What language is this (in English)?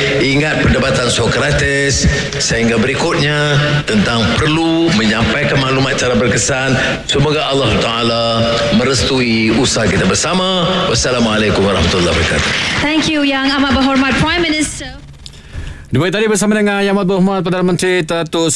Malay